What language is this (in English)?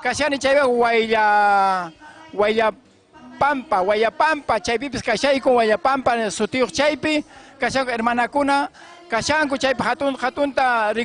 Ayacucho Quechua